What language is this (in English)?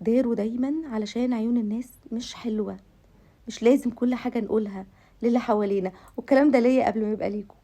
Egyptian Arabic